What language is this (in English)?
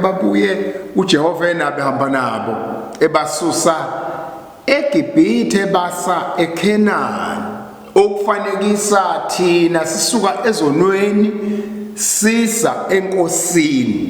Zulu